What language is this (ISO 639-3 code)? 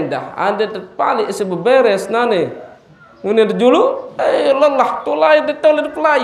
sas